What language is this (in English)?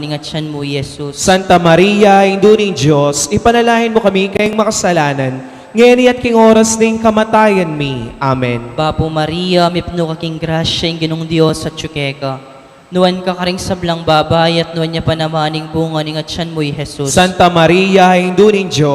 Pampanga